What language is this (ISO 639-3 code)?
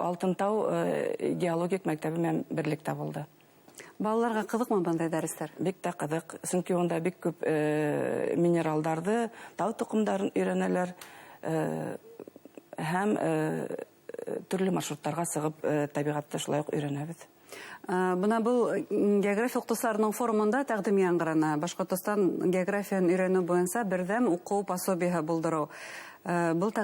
bak